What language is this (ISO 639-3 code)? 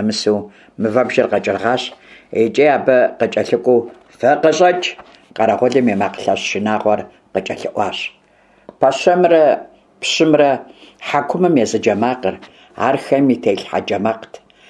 kbd